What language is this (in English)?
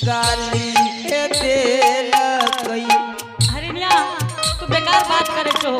Angika